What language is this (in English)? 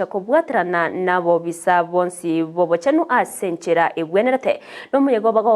Gusii